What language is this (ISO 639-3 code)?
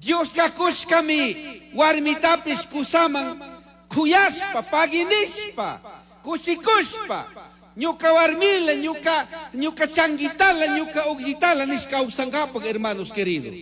qug